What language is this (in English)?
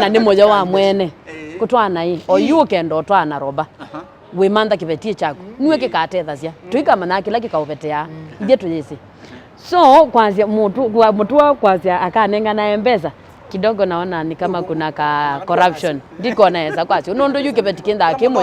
Kamba